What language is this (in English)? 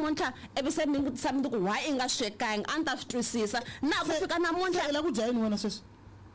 Tsonga